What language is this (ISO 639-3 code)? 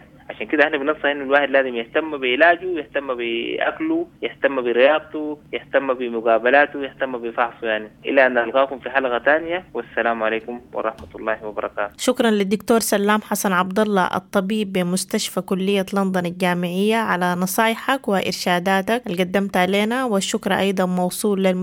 apd